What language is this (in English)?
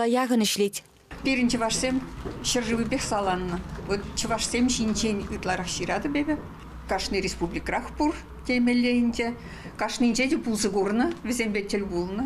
Chuvash